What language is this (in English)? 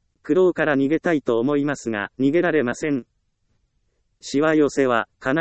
Japanese